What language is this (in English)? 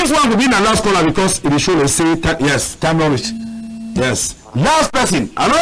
Cameroon Pidgin